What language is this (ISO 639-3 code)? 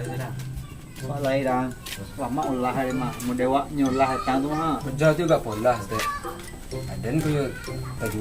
min